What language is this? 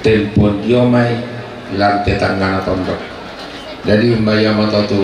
Toraja-Sa'dan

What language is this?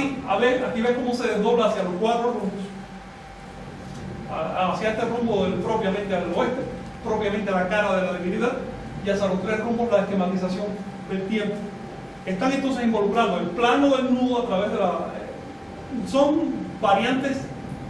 Spanish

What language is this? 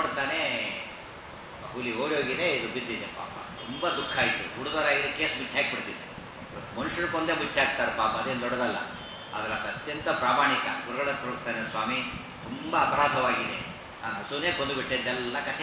Kannada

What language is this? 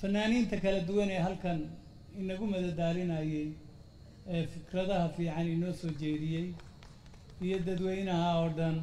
Somali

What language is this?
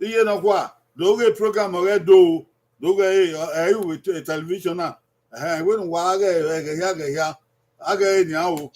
Bini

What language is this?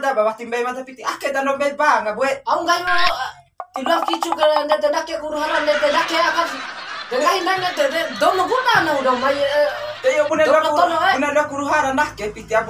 Bima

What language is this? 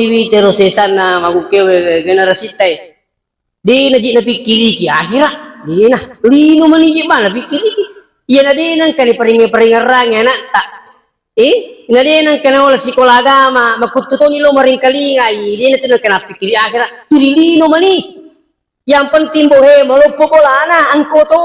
Buginese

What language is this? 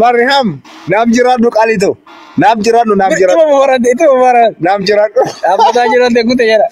Oromo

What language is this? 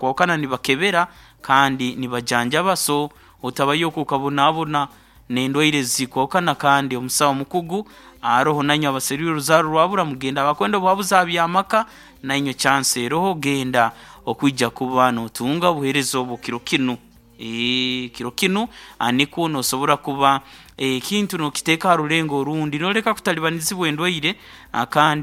Nyoro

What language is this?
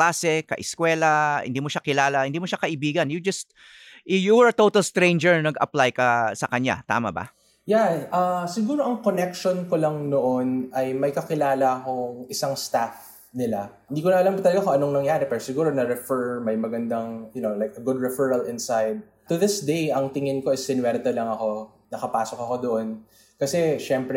Filipino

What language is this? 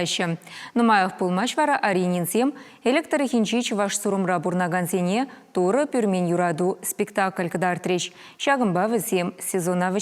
Chuvash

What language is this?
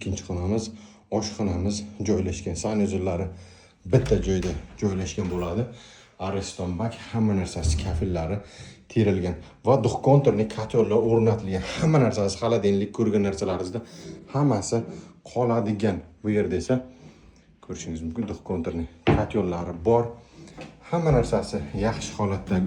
Uzbek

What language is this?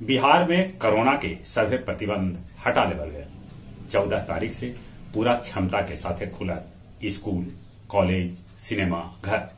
Magahi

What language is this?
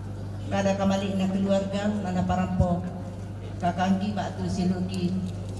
Toraja-Sa'dan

